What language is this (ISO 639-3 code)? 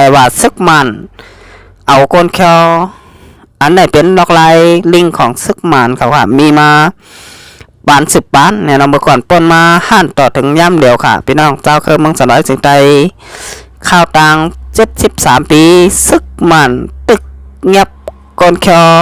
shn